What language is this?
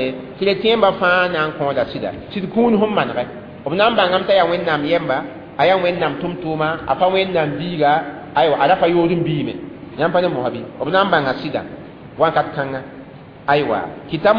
Mossi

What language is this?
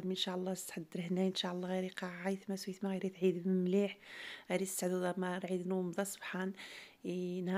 Algerian Arabic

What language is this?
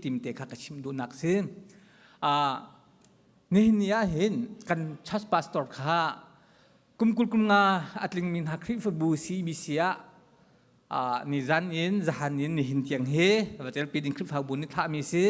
Hakha Chin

